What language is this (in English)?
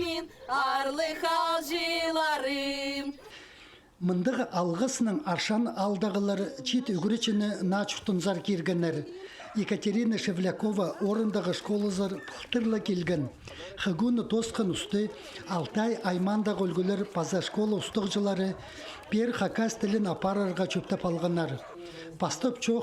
Khakas